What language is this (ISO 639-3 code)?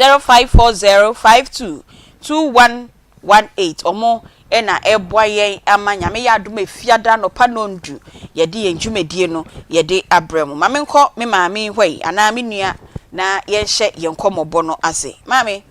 aka